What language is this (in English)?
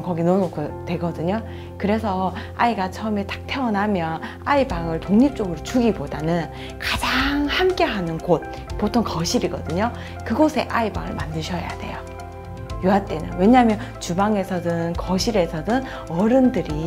Korean